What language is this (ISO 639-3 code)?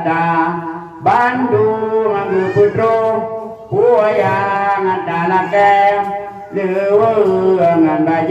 ace